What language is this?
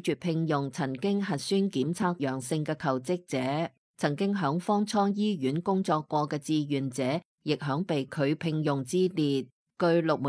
Cantonese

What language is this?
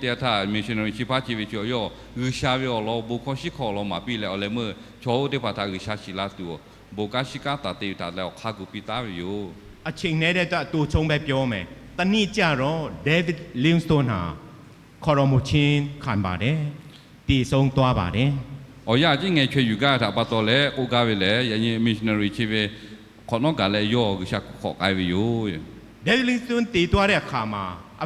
Lahu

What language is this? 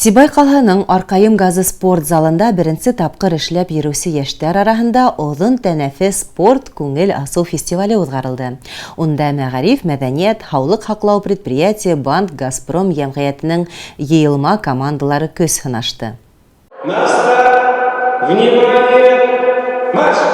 Bashkir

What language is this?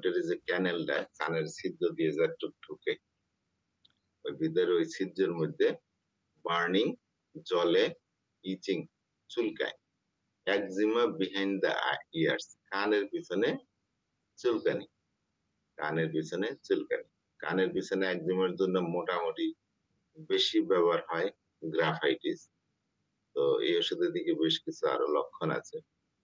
Bangla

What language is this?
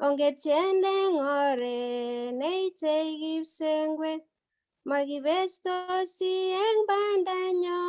Kalenjin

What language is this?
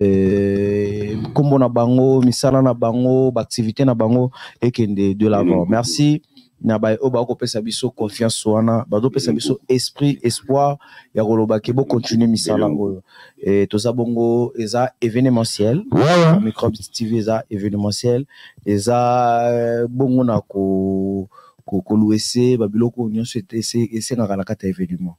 Lingala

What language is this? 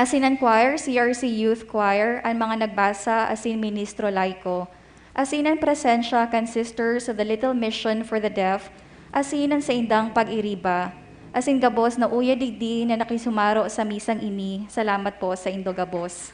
Bikol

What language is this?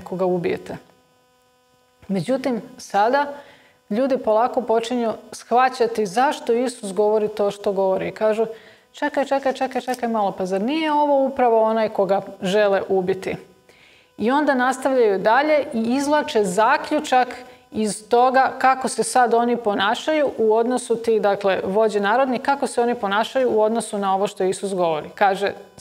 Croatian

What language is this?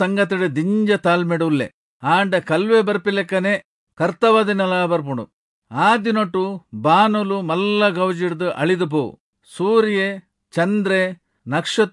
Tulu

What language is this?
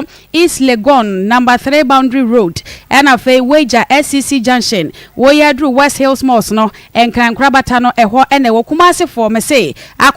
Akan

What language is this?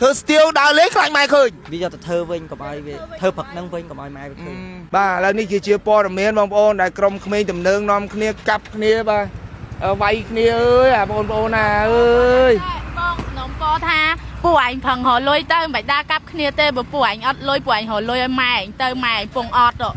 Khmer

